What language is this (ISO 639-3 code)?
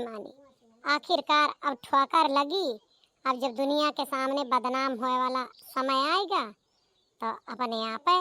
awa